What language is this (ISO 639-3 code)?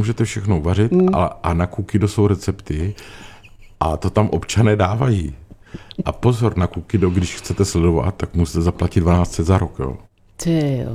ces